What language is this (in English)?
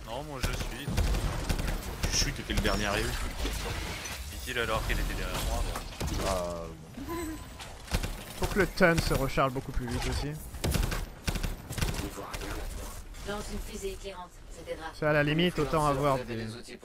French